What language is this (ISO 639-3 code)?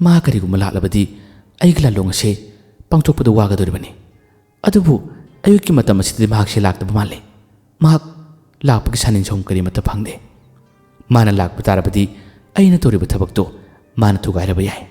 mni